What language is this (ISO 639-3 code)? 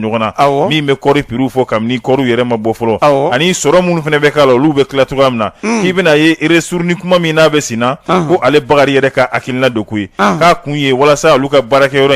bam